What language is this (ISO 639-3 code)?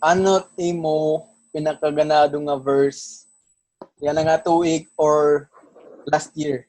war